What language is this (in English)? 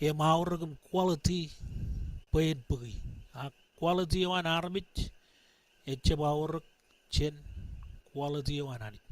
Marshallese